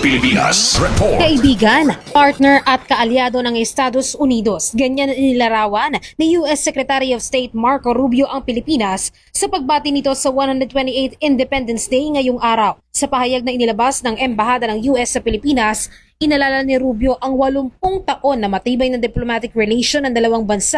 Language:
Filipino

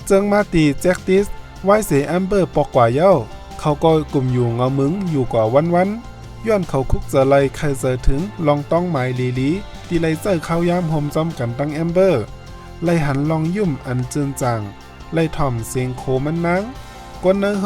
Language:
Shan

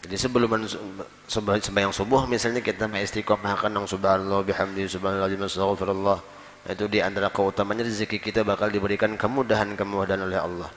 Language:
Banjar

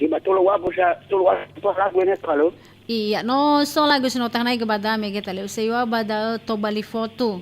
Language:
Nias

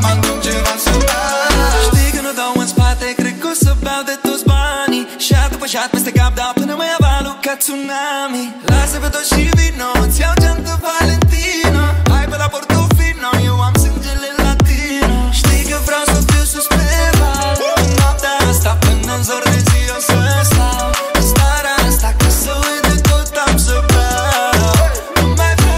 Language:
Romanian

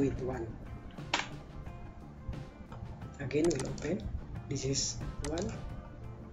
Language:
English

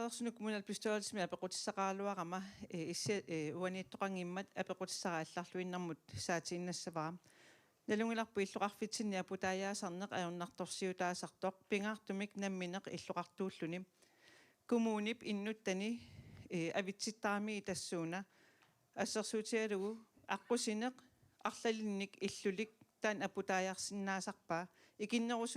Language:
Kalaallisut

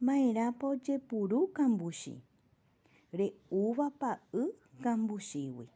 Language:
Guarani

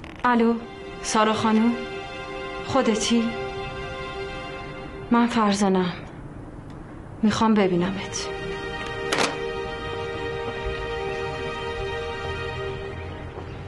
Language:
Persian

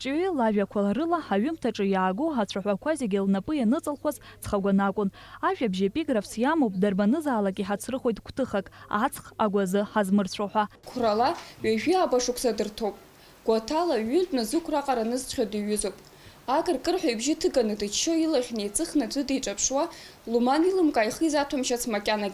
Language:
Abkhazian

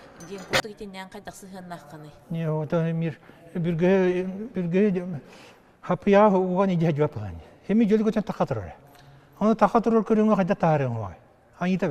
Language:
Yakut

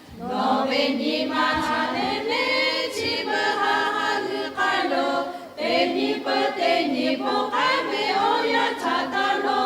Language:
Lahu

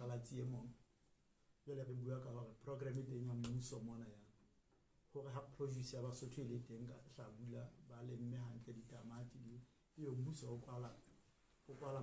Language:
Southern Sotho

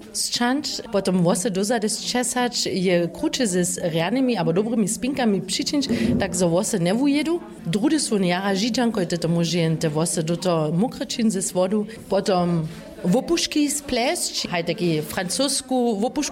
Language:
Upper Sorbian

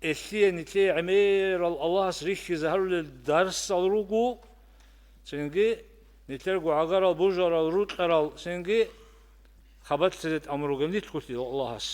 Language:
Avaric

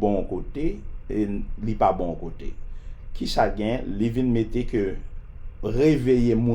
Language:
Haitian Creole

